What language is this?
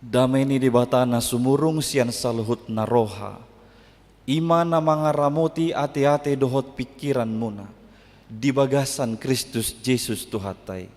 Batak Toba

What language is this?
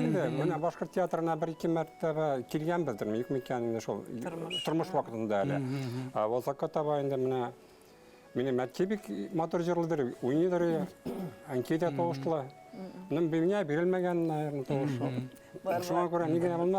Bashkir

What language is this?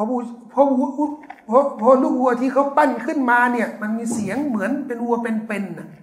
Thai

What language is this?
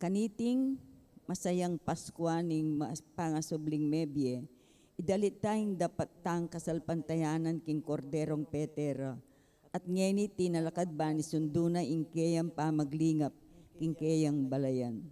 Pampanga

